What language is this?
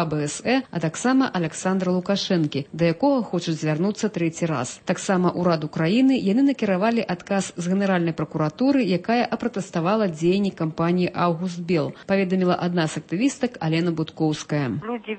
Belarusian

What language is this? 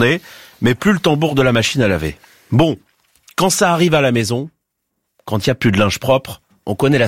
French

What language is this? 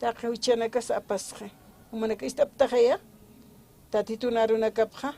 Aymara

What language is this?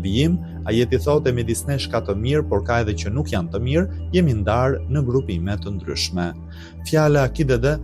Albanian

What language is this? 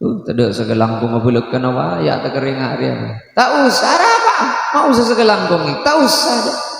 Madurese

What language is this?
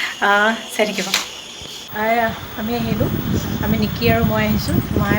Assamese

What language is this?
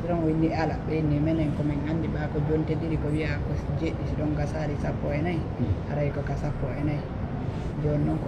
Pular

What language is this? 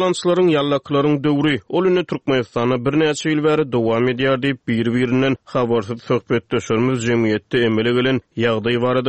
Turkmen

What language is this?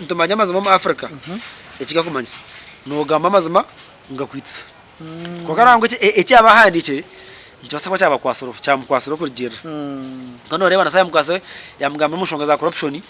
Nyankole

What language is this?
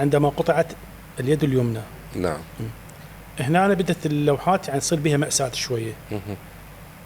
Mesopotamian Arabic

